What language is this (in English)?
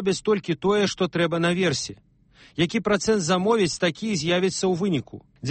Belarusian